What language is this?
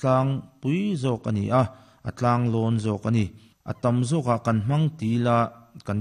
Mizo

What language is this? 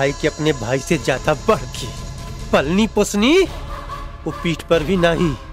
Bhojpuri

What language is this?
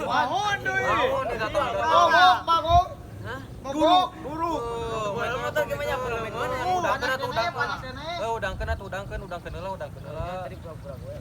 Sundanese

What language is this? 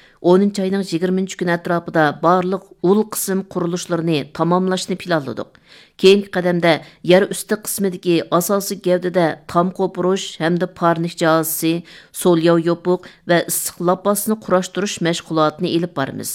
Uyghur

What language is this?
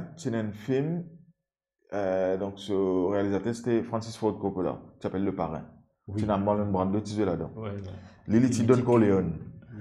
Morisyen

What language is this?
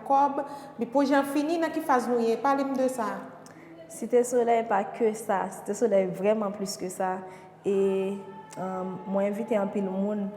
Haitian Creole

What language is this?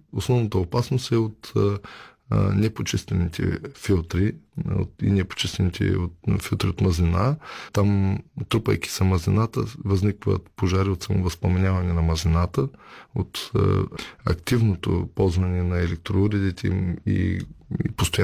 Bulgarian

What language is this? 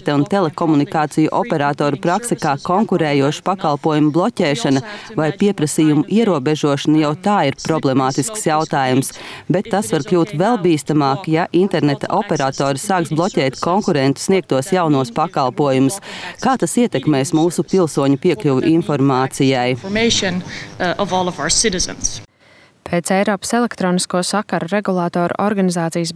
Latvian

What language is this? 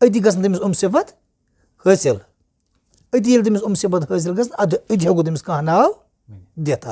Kashmiri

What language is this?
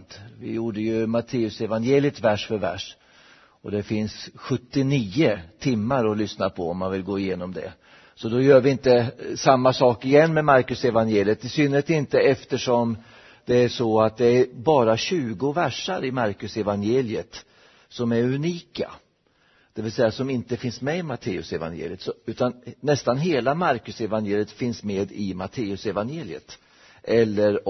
Swedish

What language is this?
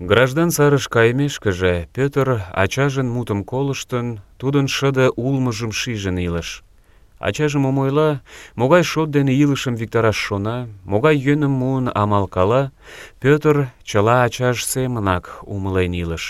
Mari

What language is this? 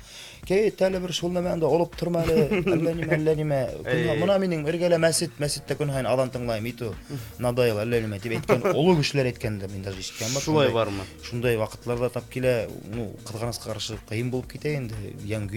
Bashkir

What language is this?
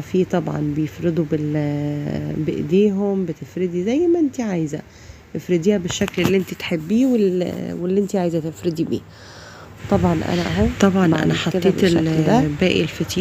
Egyptian Arabic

